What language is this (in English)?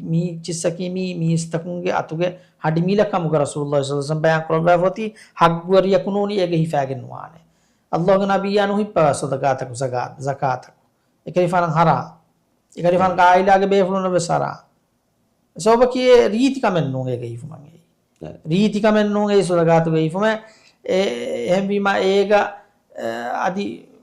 Divehi